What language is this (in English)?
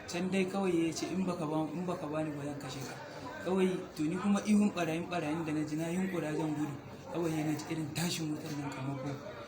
Hausa